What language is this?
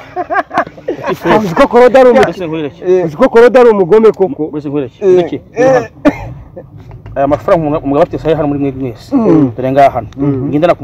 Kinyarwanda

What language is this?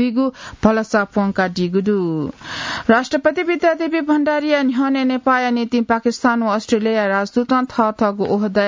Newari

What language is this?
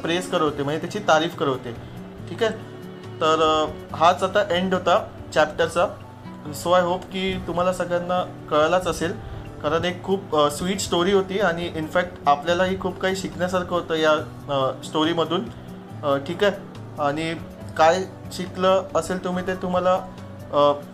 Marathi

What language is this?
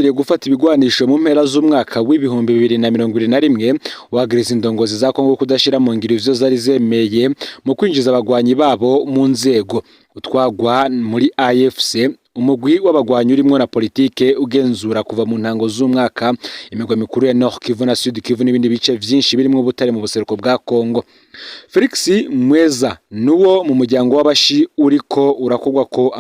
Rundi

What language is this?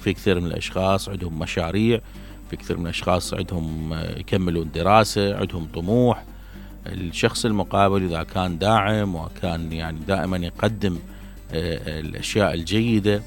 Mesopotamian Arabic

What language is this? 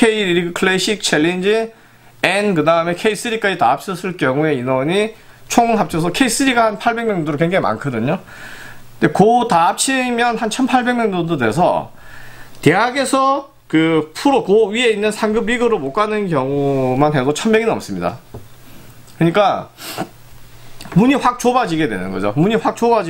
Korean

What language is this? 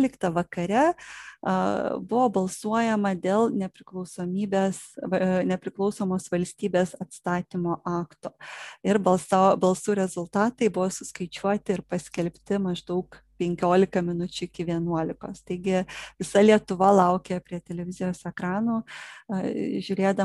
Lithuanian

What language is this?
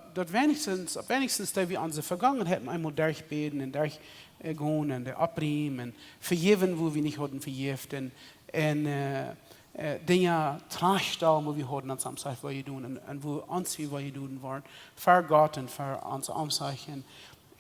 Plautdietsch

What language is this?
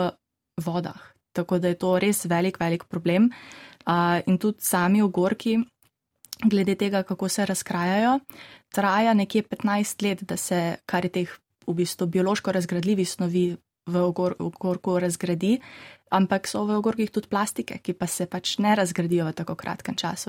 Slovenian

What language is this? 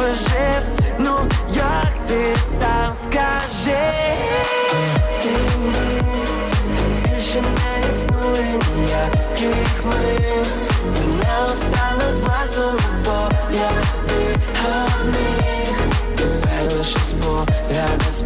Ukrainian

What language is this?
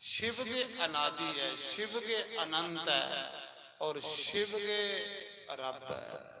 Dogri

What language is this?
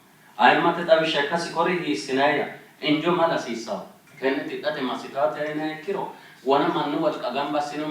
Sidamo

